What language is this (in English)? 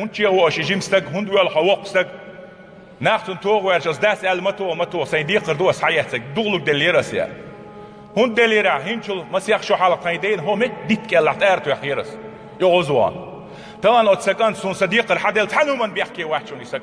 Chechen